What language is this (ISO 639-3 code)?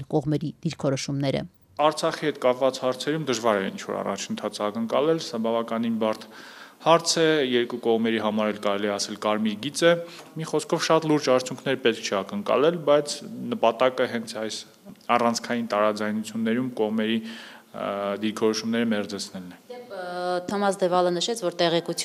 hye